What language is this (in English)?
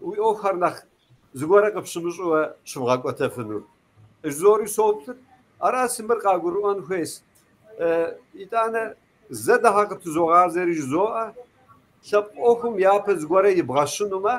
Kabardian